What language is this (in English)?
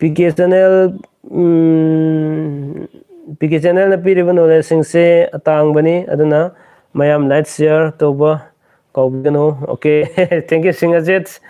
Manipuri